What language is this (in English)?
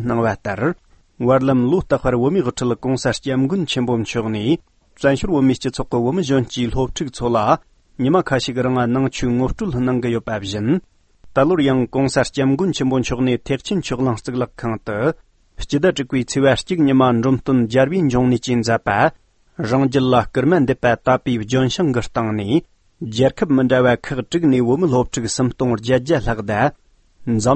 Tibetan